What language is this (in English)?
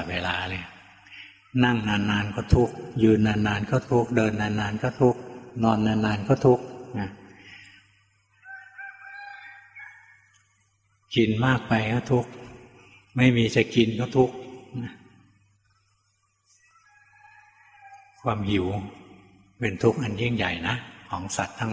Thai